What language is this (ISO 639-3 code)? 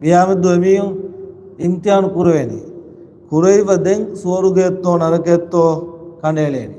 div